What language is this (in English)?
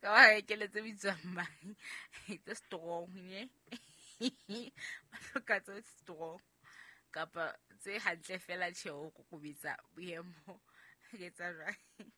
Southern Sotho